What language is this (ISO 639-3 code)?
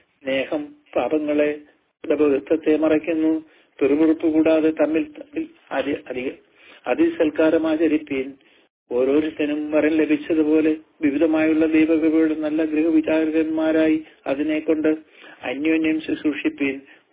mal